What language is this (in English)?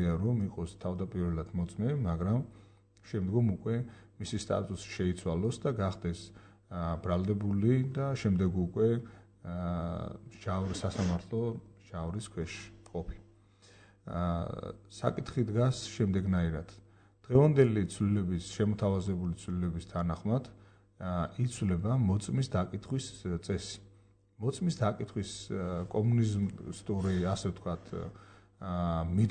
Georgian